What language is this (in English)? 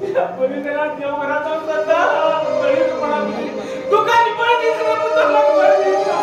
Konkani